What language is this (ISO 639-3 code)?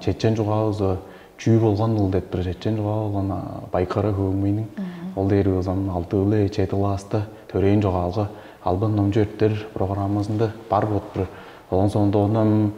tyv